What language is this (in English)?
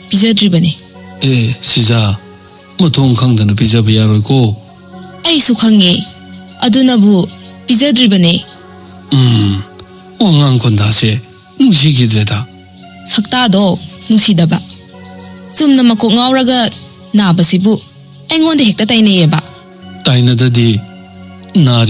Manipuri